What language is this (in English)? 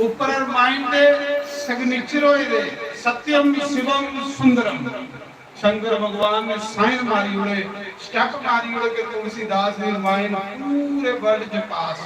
Dogri